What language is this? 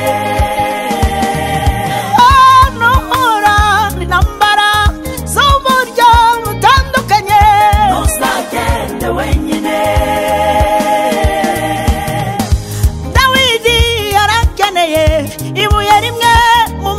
Kinyarwanda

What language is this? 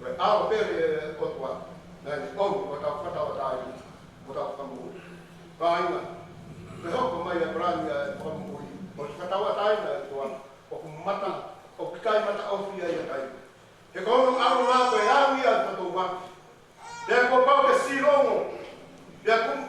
Tongan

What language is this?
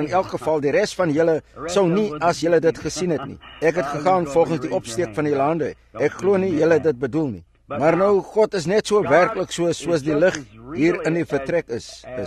Afrikaans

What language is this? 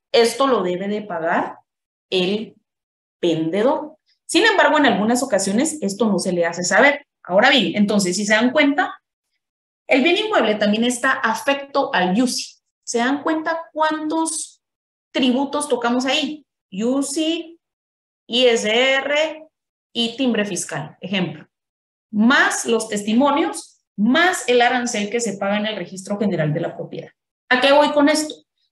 Spanish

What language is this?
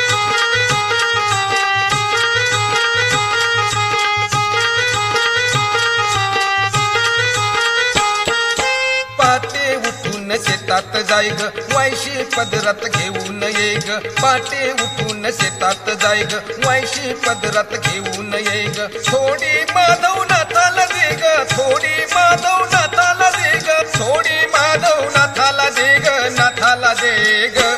Marathi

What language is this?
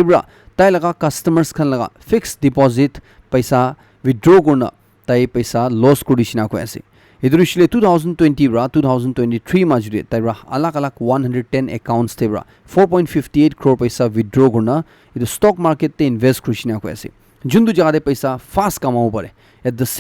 Naga Pidgin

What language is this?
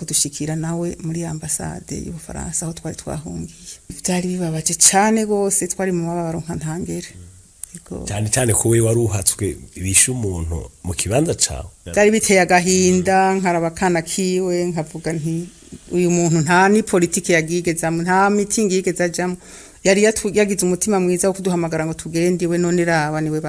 Rundi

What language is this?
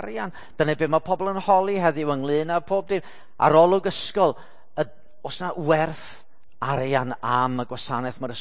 Welsh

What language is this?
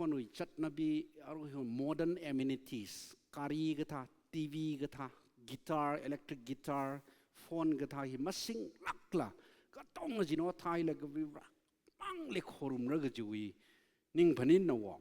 Tangkhul Naga (India)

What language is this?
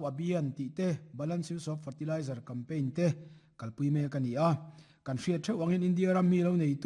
Mizo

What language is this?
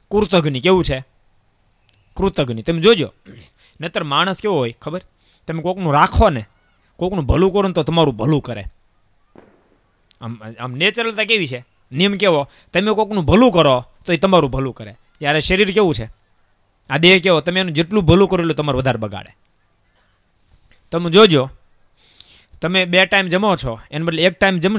Gujarati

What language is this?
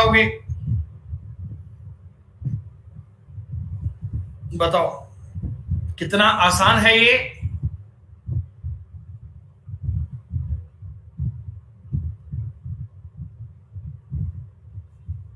Hindi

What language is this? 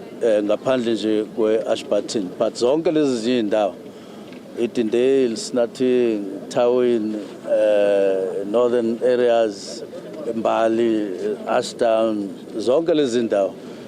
Zulu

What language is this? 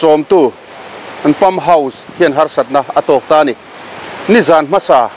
Mizo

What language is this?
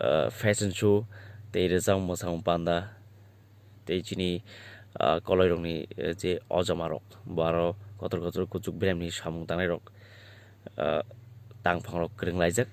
Kok Borok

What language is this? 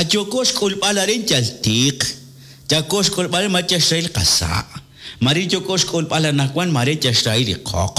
Kekchí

